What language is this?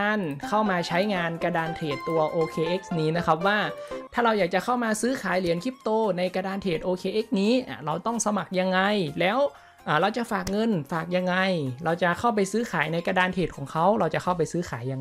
Thai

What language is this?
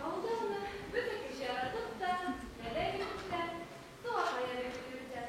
Bashkir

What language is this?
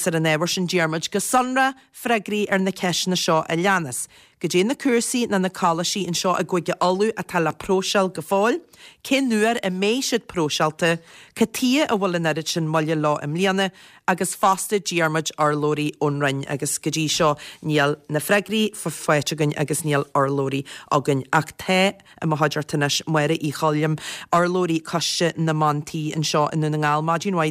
Irish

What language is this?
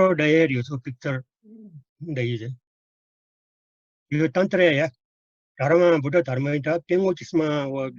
Newari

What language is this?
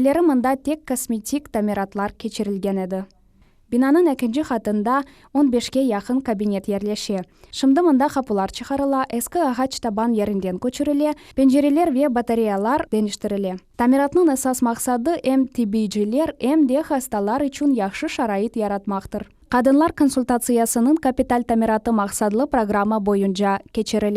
Crimean Tatar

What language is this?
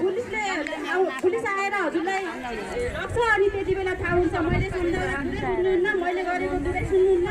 Nepali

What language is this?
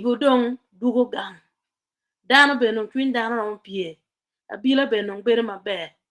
Acoli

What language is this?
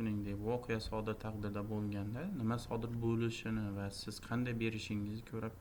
Uzbek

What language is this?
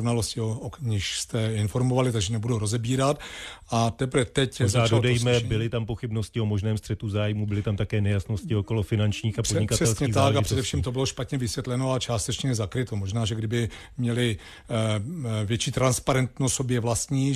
Czech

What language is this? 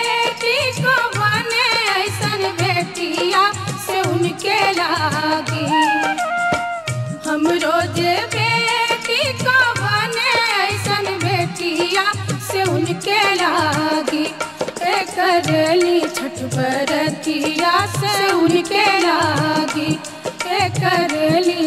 Bhojpuri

